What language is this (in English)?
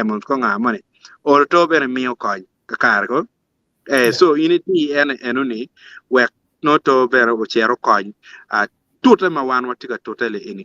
Acoli